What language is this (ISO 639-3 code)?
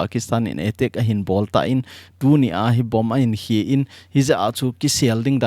tcz